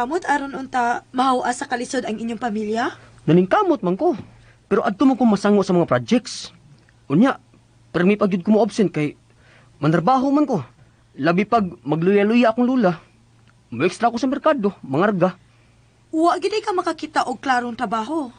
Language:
Cebuano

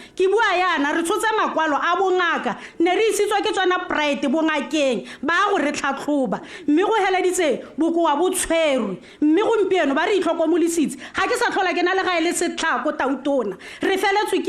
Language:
Tswana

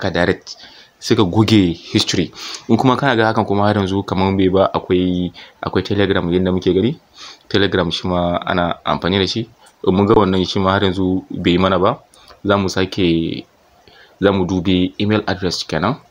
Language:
Hausa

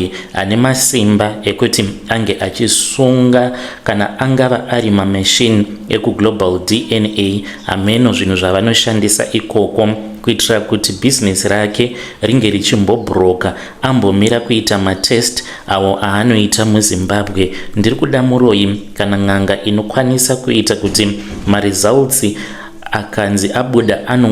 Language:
Shona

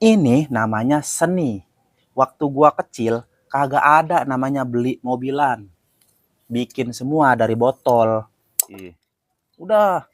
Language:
Betawi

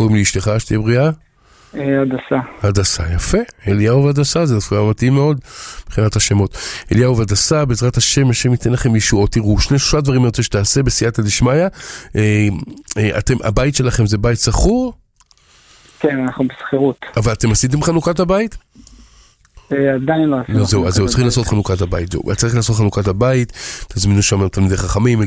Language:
Hebrew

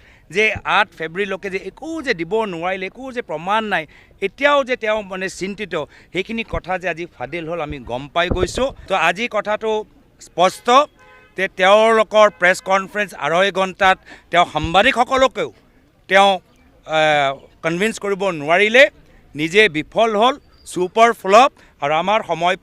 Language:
Assamese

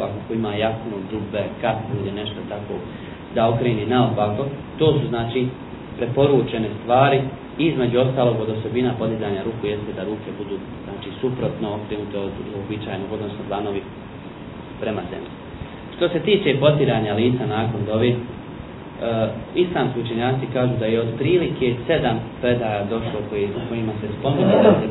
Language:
Bosnian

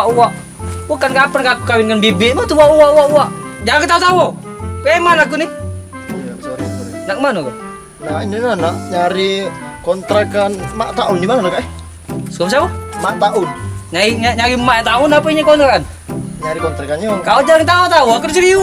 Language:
Musi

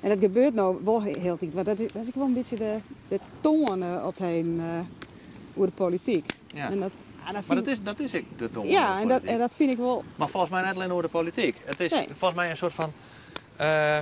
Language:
Western Frisian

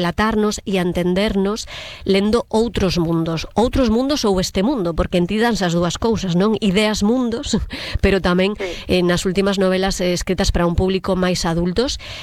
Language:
Galician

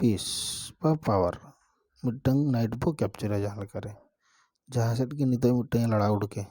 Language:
Santali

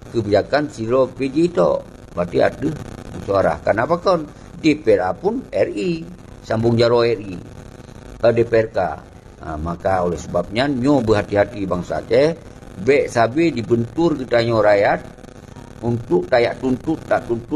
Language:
Achinese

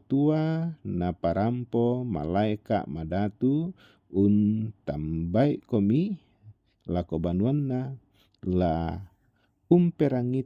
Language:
Toraja-Sa'dan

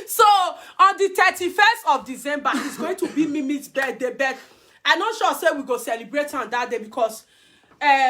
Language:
Nigerian Pidgin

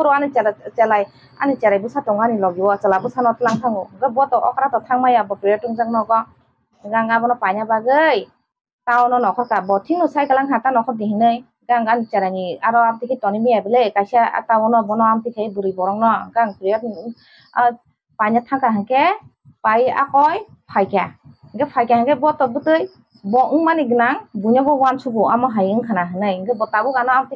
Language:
Kok Borok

